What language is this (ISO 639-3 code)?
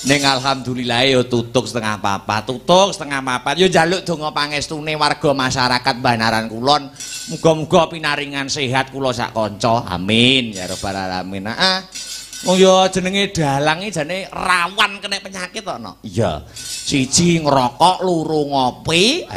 jav